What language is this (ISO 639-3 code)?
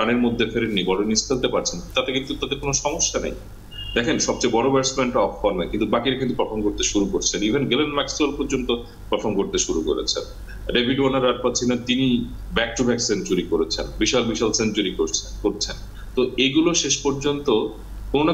ben